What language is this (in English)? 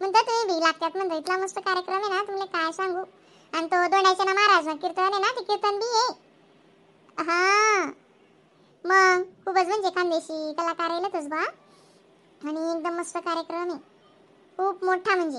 Khandesi